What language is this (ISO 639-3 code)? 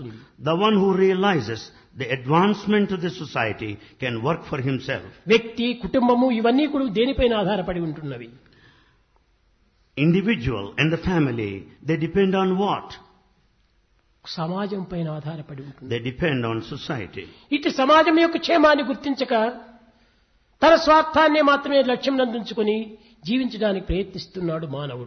tel